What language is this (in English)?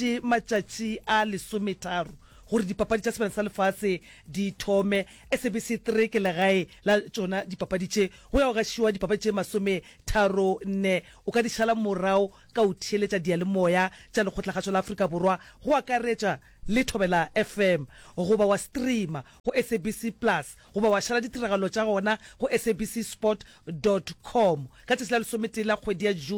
Northern Sotho